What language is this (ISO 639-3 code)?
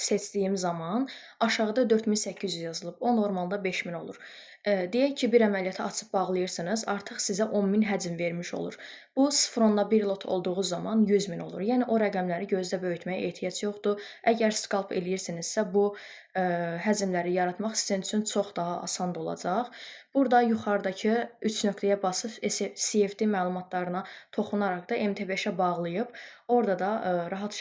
aze